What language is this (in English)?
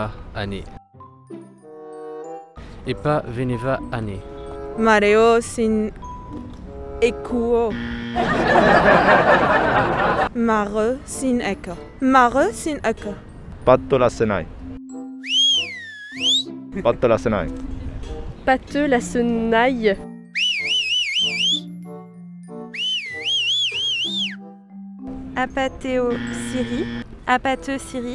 French